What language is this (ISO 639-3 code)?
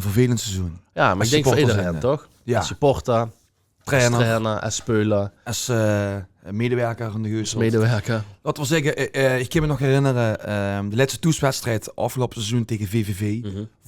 lim